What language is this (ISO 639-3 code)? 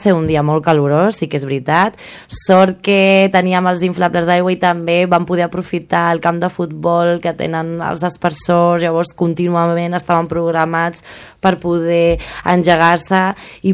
cat